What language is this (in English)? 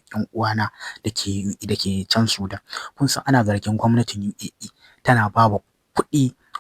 Hausa